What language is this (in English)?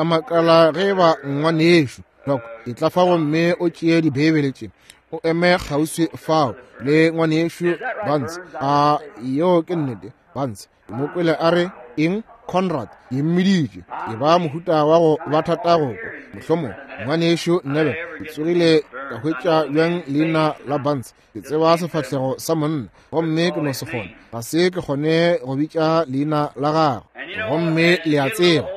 Northern Sotho